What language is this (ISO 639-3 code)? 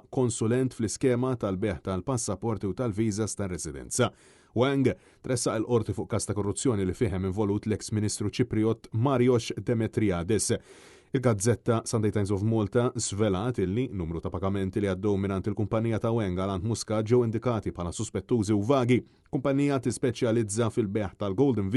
mlt